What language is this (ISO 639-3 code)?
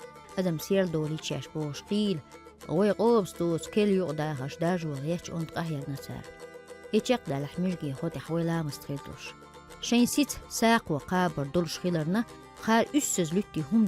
che